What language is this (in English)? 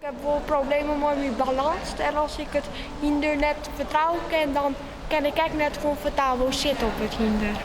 Western Frisian